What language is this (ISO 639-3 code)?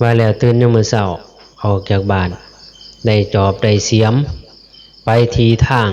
tts